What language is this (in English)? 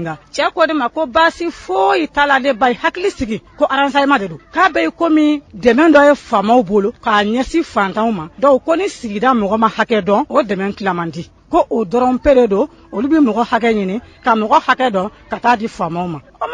Bambara